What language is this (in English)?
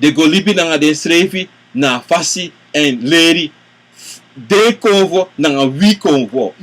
Sranan Tongo